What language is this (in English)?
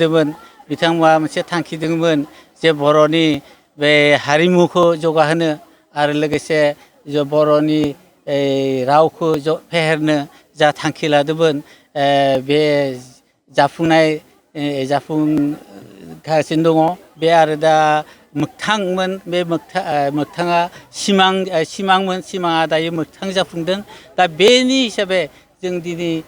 Bodo